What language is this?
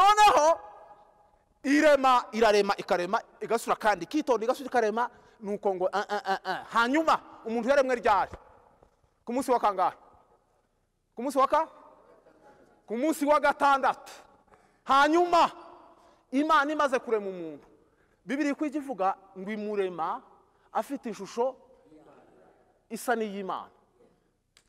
Kinyarwanda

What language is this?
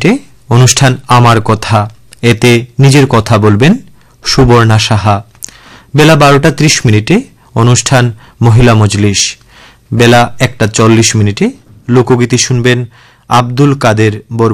Bangla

